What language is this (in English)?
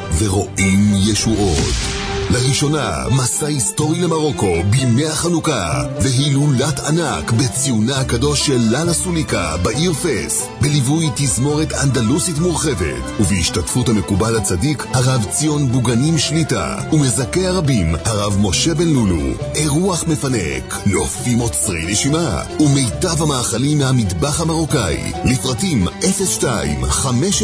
Hebrew